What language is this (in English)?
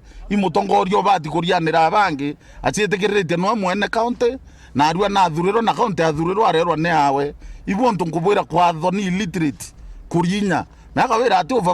Meru